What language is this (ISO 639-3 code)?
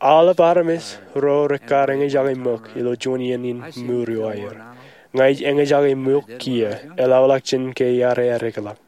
mah